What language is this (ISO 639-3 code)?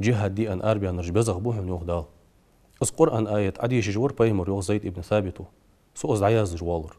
inh